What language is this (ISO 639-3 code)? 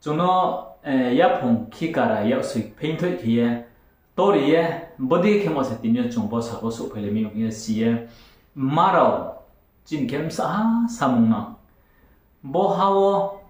ria